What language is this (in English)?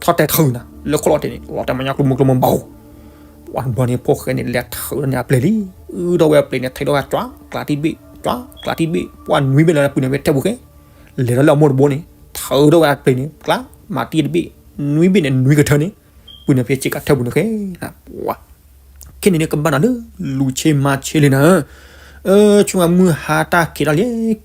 S'gaw Karen